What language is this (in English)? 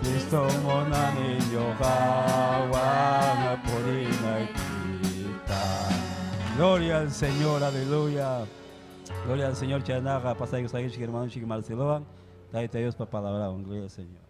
Ayacucho Quechua